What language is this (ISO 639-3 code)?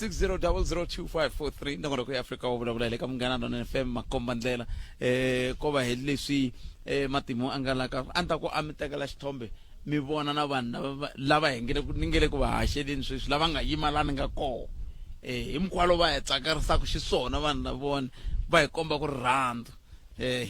tso